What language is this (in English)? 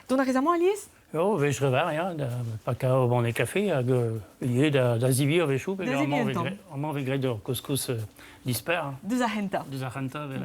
Breton